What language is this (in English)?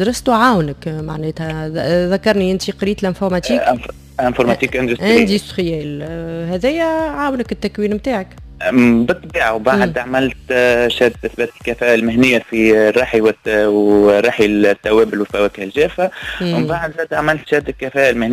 Tunisian Arabic